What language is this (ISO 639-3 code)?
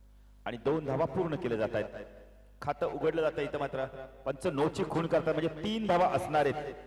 mar